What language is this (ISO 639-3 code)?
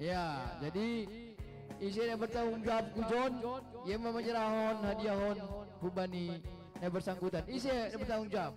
bts